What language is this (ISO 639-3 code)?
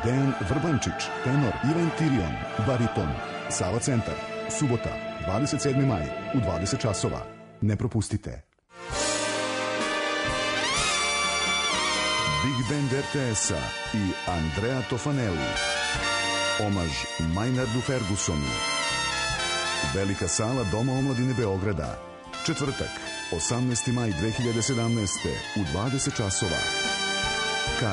srp